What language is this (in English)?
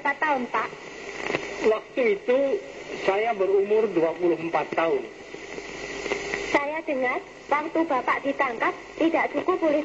Indonesian